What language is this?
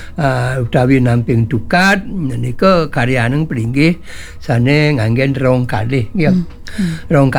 Balinese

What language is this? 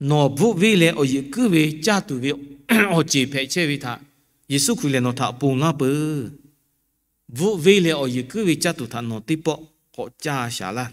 Lahu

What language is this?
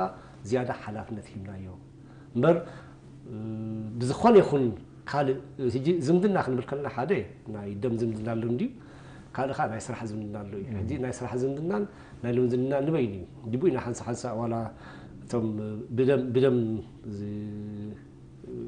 Tigrinya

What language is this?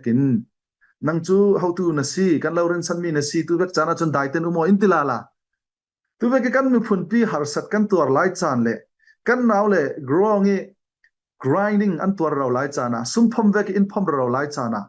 Falam Chin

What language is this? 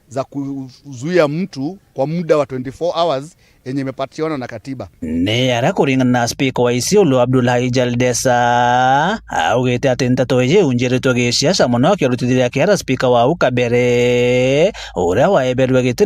Meru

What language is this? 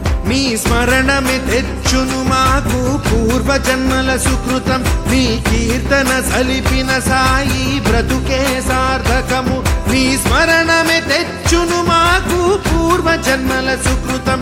Telugu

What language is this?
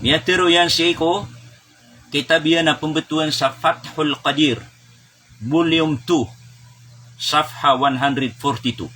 Maranao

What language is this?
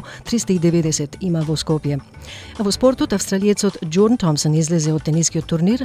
Macedonian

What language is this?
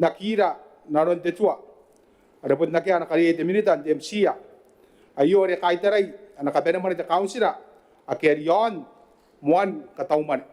Gilbertese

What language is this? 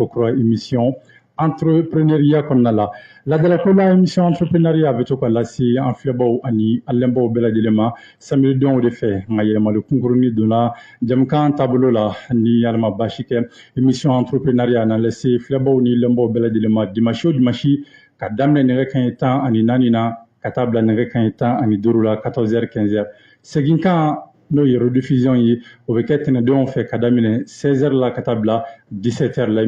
Bambara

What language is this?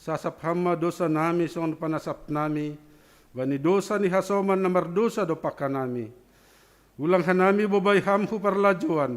Batak Simalungun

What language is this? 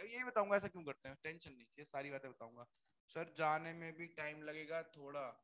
Hindi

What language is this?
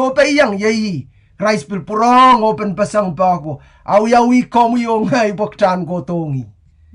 Pohnpeian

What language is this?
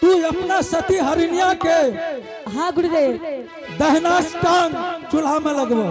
Angika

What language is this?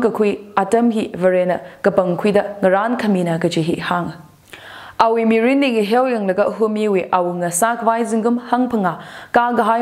Tangkhul Naga (India)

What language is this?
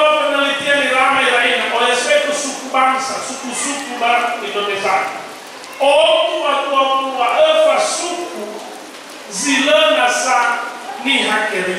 Nias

